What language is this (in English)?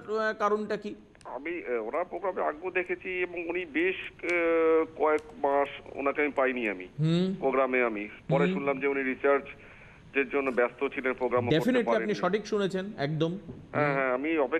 Bangla